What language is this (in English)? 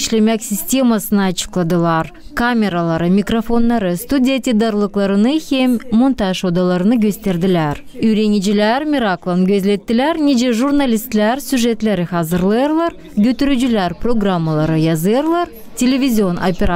Gagauz